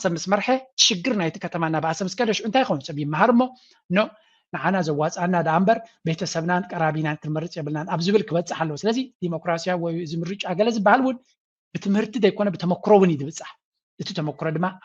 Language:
Tigrinya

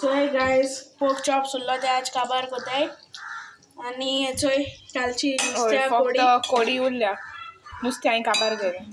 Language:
Konkani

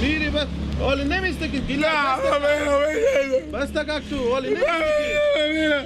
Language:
Persian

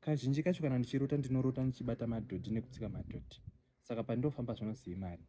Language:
Shona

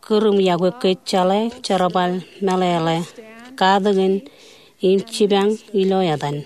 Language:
Marshallese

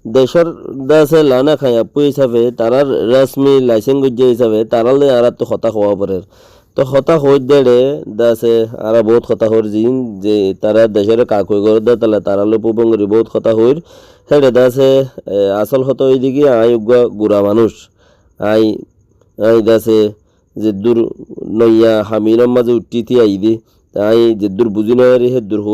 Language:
Rohingya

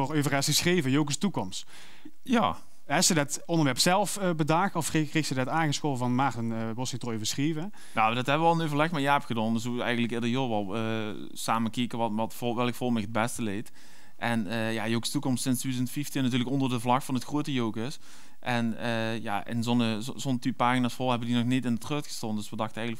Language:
Limburgish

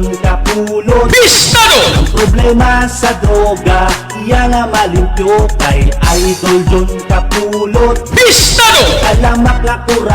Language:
Hiligaynon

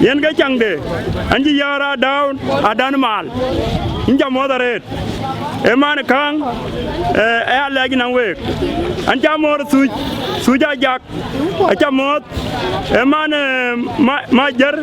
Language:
Dinka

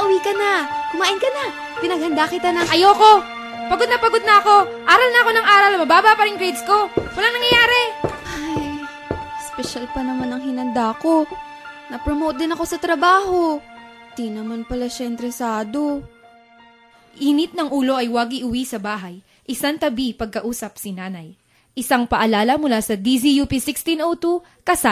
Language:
Filipino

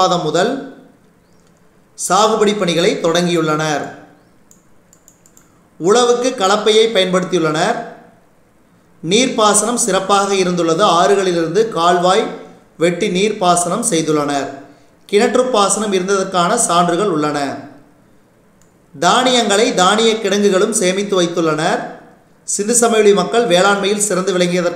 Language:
Tamil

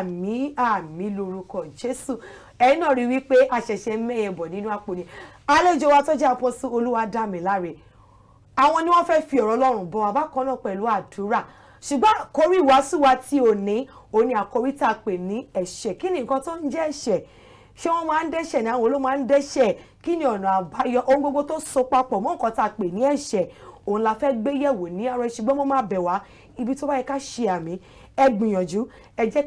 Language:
Yoruba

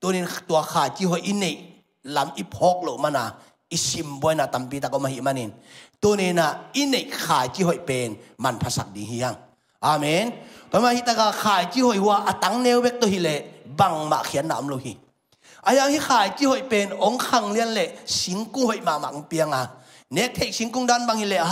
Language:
Tedim Chin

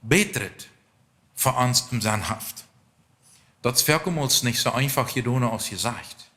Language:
Plautdietsch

